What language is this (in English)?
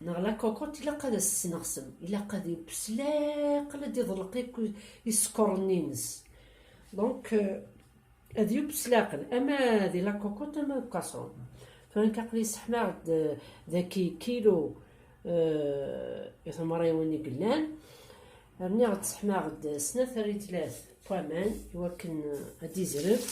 Kabyle